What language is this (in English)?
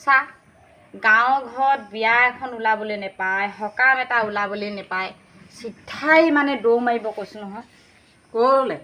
Assamese